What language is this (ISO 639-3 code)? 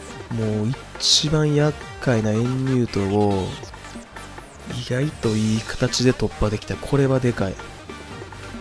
jpn